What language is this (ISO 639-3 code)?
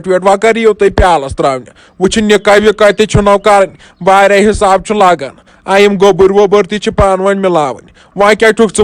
kas